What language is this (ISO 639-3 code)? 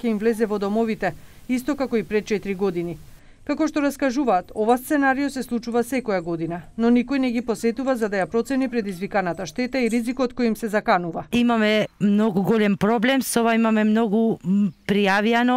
mkd